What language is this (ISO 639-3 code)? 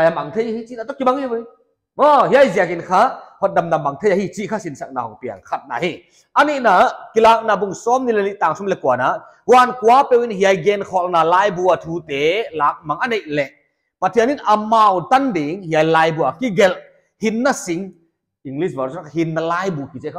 pck